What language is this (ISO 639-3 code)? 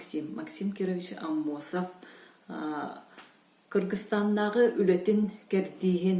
sah